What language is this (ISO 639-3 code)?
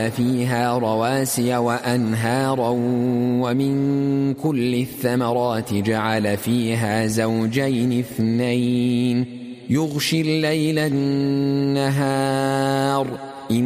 ara